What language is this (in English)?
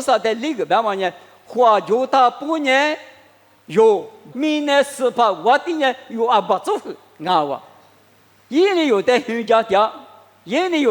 Lisu